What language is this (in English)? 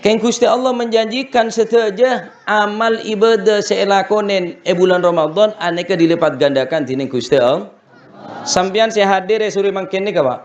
Madurese